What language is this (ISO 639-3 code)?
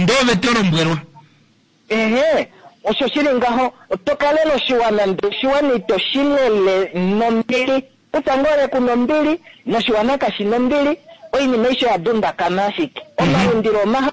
kua